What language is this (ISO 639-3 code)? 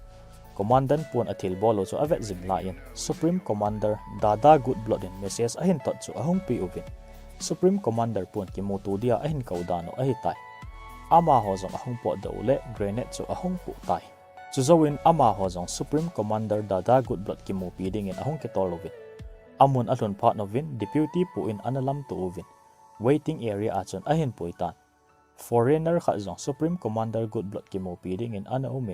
tcz